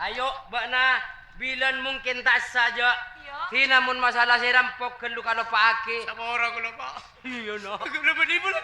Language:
Madurese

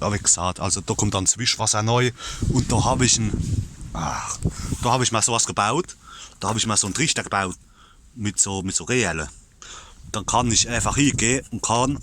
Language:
Palatine German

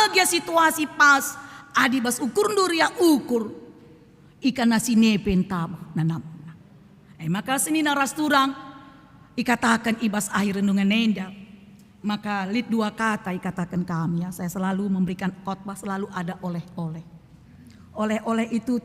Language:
Batak Karo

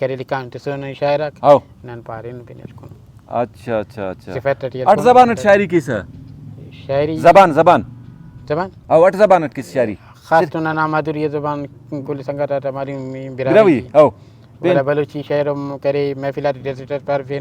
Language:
Brahui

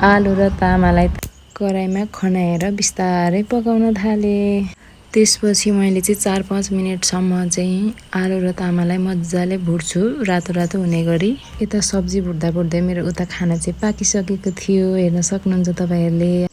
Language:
Nepali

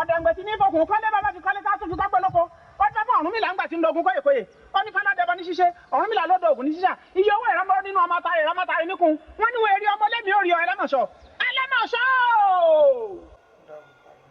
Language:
Yoruba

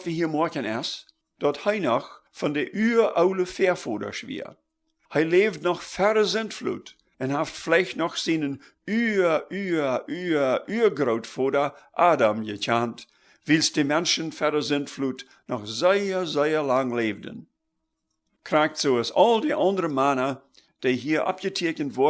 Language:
Plautdietsch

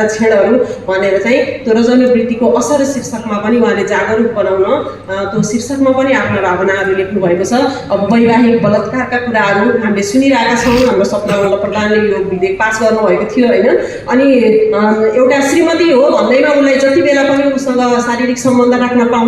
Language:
Nepali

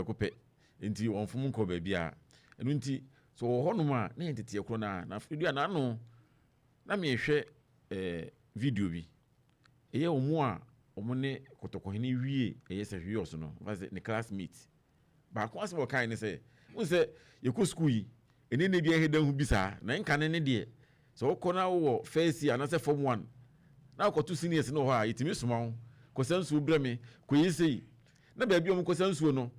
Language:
Akan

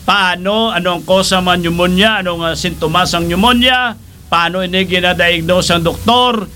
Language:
Hiligaynon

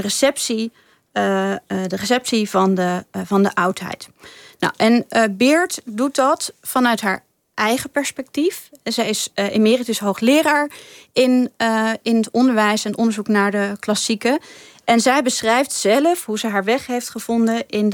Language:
Dutch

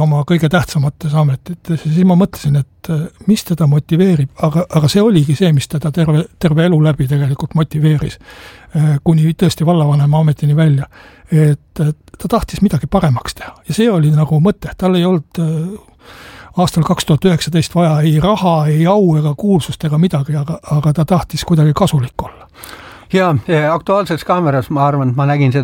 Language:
Estonian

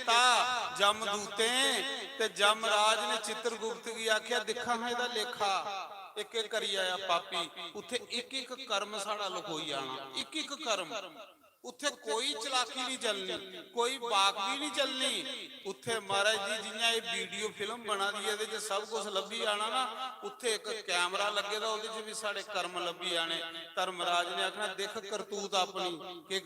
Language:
Dogri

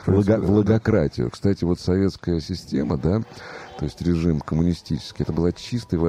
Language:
Russian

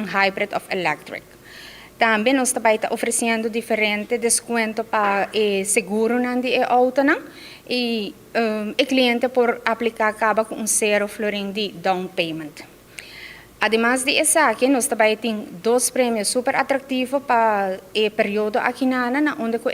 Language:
Papiamento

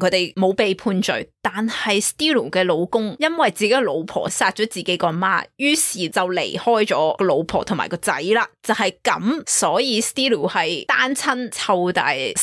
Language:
Cantonese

